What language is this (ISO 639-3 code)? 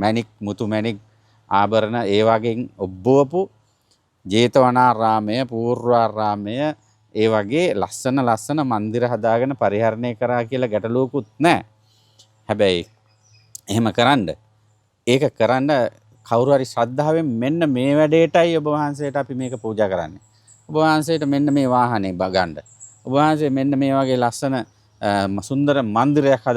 sin